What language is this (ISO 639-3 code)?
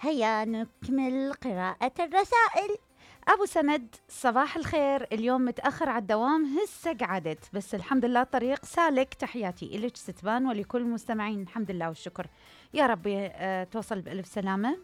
acm